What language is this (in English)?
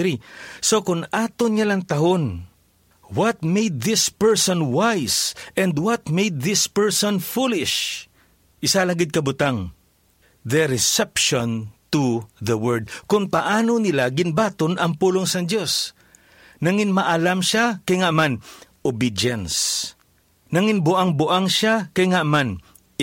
Hiligaynon